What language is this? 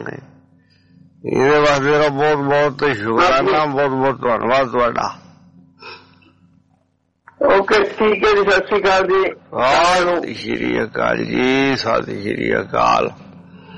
Punjabi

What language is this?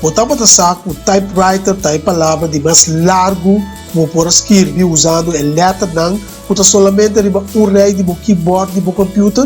Papiamento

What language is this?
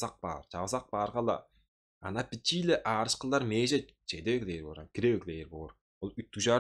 Tuvinian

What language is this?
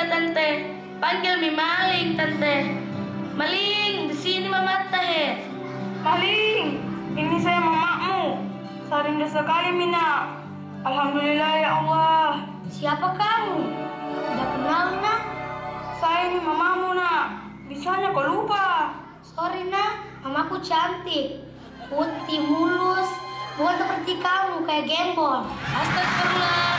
Indonesian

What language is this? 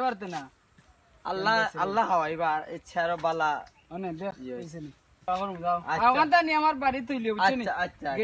Sylheti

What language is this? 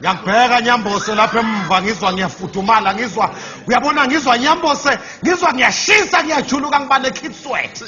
Zulu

